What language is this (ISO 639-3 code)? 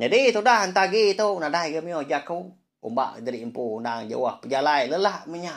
iba